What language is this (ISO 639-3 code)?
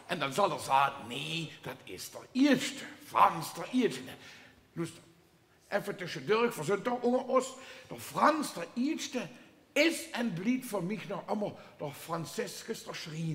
lim